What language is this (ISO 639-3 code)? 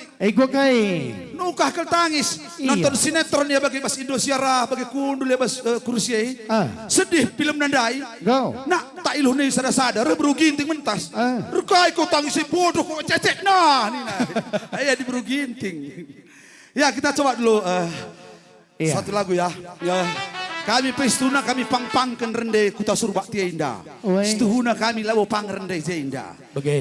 btx